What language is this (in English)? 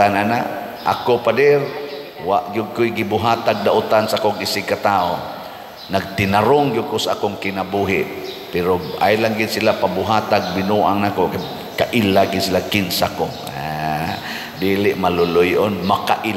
Cebuano